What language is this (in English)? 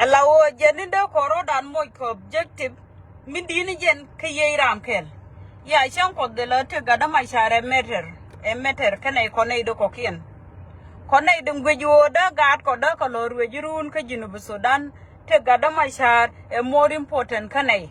Nuer